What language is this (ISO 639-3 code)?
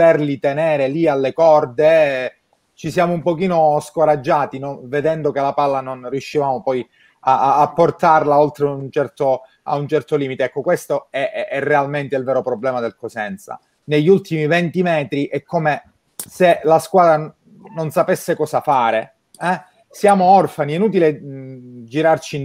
ita